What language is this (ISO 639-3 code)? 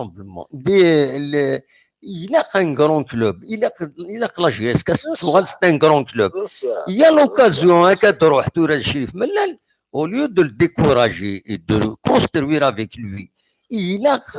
kab